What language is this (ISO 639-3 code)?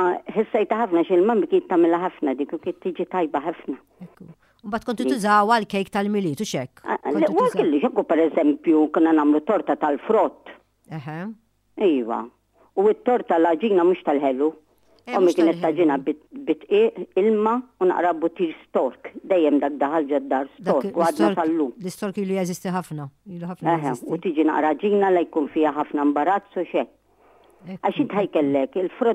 mlt